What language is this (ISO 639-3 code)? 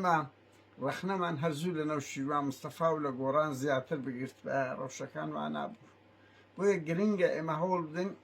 ckb